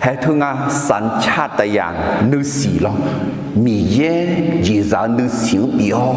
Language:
Akha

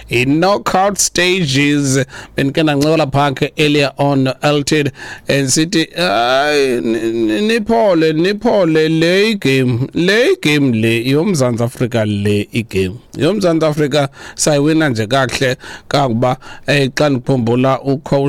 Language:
Xhosa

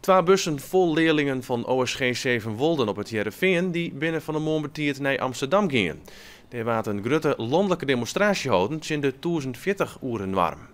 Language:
Western Frisian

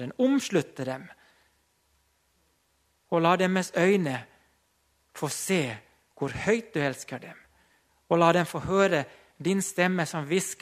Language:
Norwegian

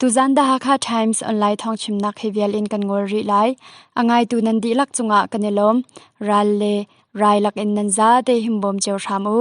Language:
Hakha Chin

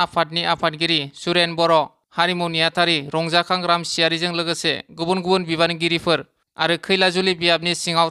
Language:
Bodo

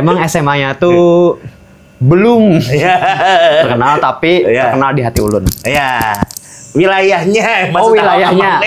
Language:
Banjar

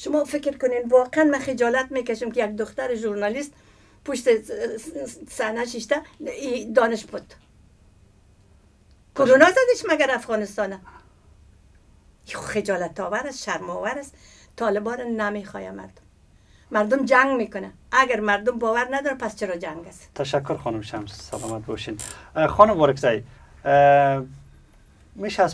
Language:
Persian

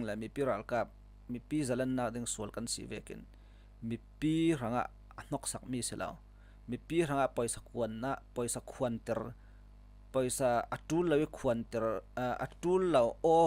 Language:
Falam Chin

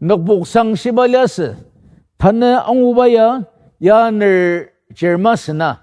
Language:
Ao Naga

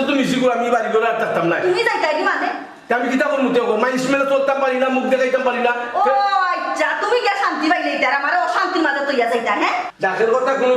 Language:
Sylheti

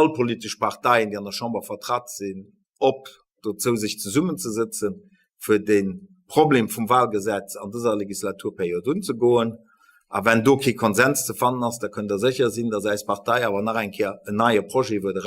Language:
Luxembourgish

